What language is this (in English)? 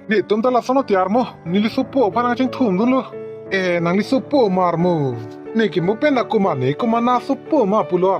Karbi